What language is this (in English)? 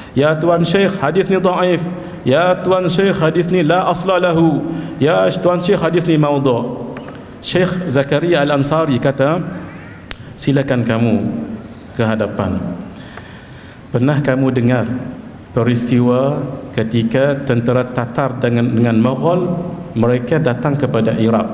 Malay